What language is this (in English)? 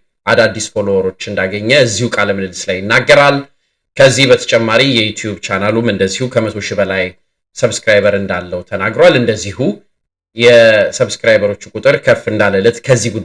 Amharic